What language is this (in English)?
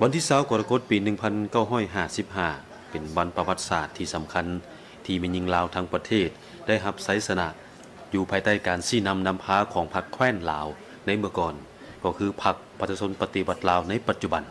Lao